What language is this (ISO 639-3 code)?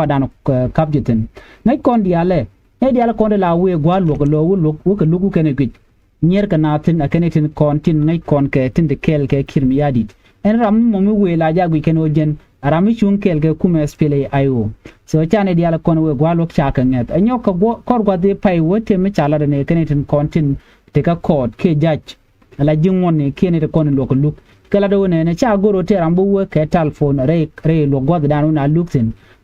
nus